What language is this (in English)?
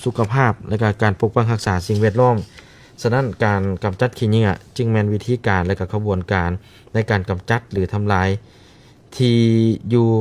Lao